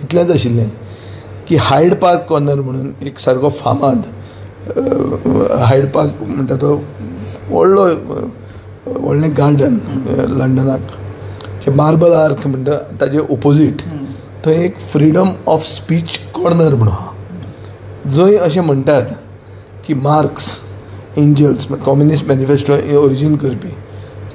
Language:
Konkani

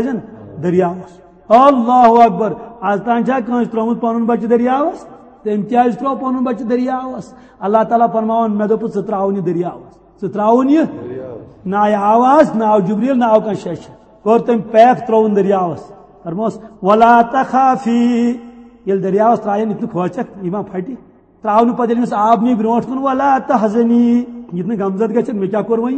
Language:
Kashmiri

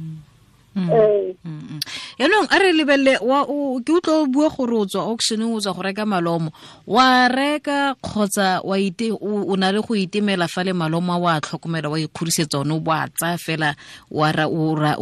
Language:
Tswana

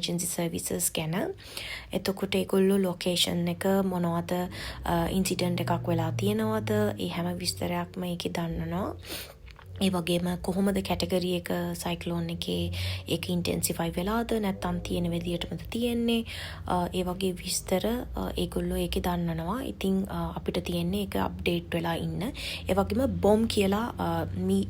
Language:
Sinhala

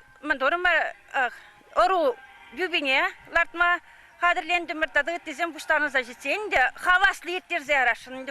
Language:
Chuvash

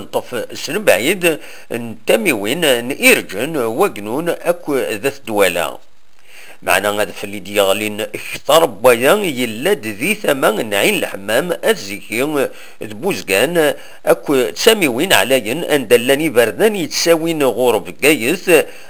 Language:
Kabyle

